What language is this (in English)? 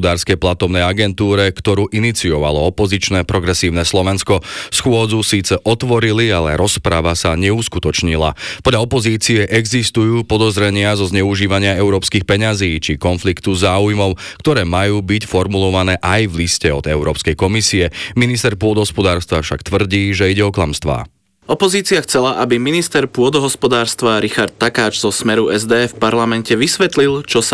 Slovak